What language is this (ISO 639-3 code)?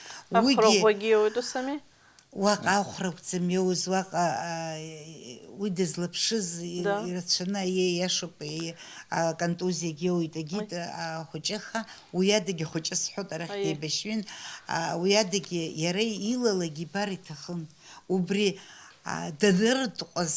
abk